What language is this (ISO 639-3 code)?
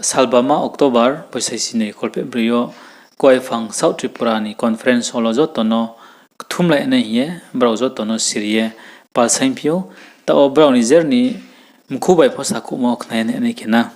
ria